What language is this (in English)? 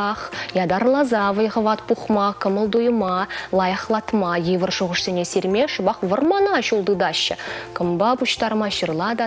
Chuvash